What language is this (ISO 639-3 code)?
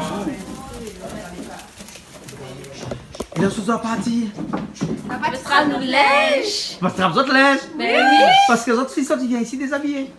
rcf